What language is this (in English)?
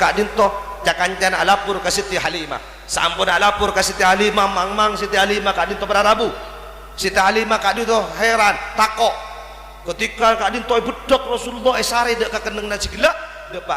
Madurese